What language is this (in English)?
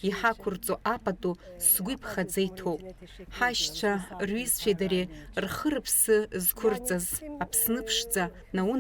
Abkhazian